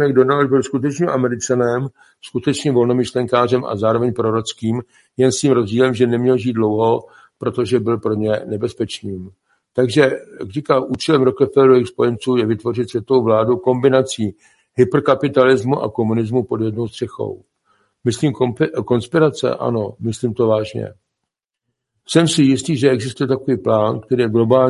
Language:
Czech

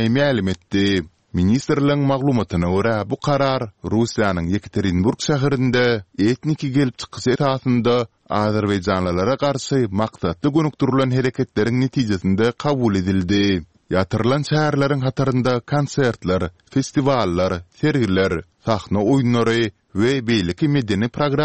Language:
Turkmen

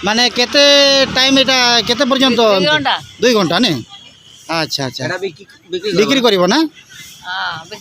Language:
Santali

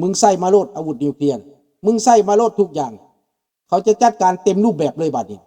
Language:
Lao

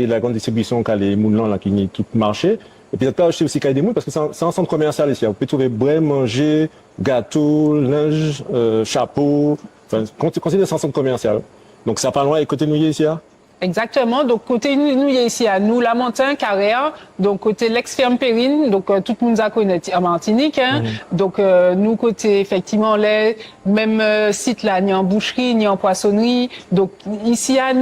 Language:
Guadeloupean Creole French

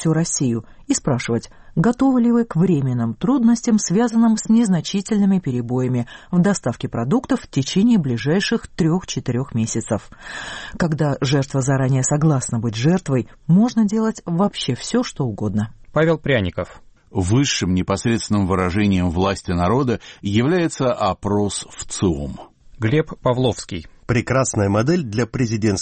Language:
Russian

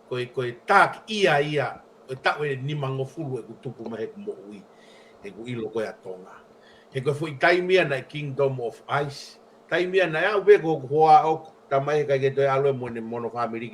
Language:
Tongan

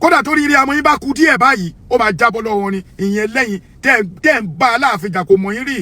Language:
Yoruba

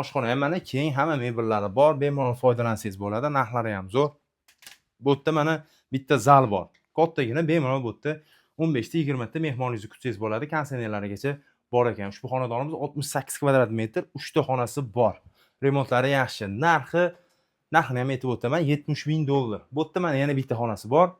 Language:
Uzbek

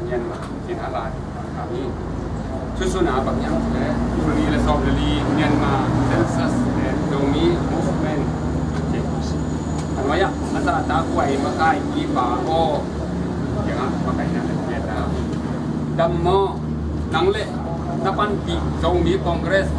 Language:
Tedim Chin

